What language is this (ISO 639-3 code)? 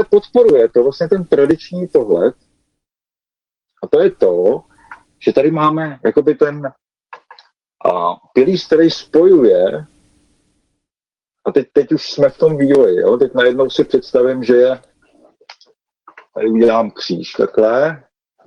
ces